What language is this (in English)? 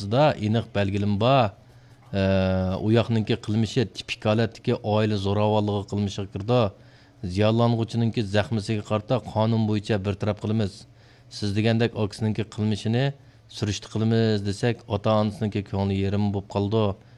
Uyghur